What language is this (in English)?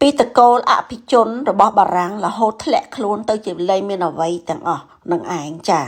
Khmer